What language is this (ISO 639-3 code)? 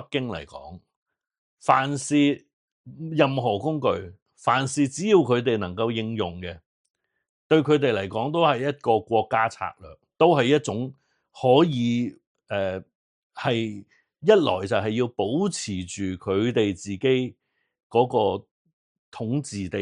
yue